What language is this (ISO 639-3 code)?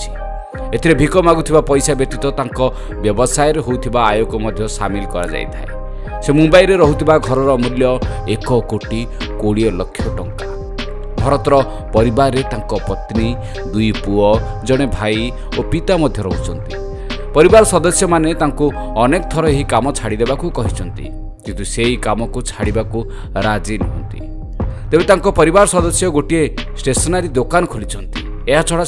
ori